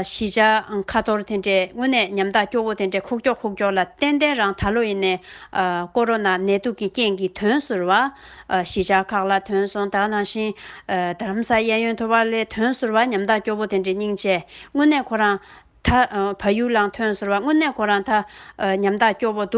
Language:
Tibetan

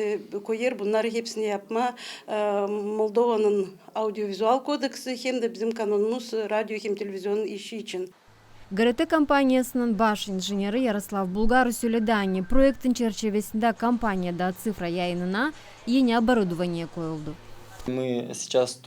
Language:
Gagauz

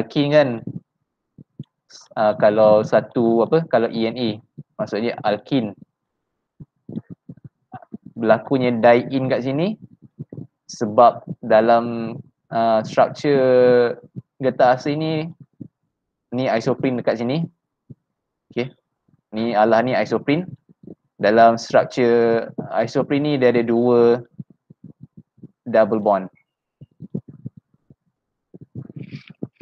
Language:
Malay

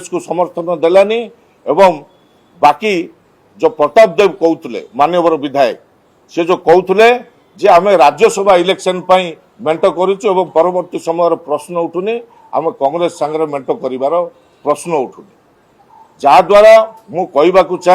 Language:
Odia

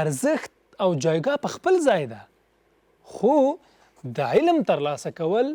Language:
Pashto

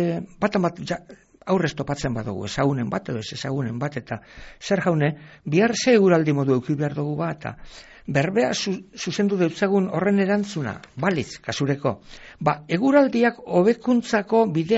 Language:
Basque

